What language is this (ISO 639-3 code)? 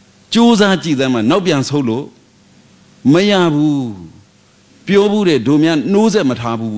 mya